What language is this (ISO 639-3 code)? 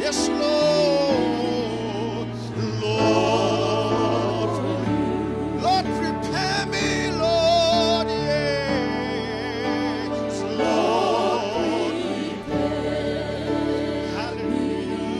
fij